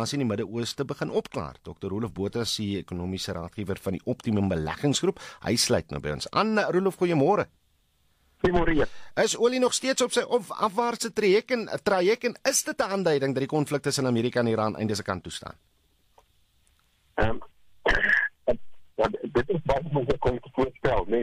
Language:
Afrikaans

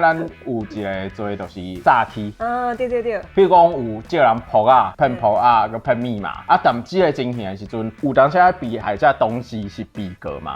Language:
Min Nan Chinese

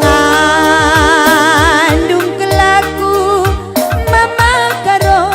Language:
Batak Karo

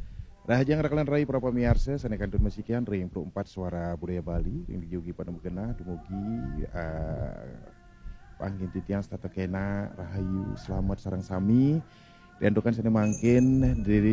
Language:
Balinese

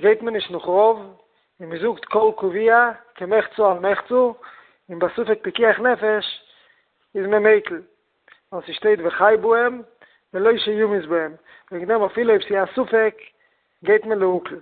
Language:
Yiddish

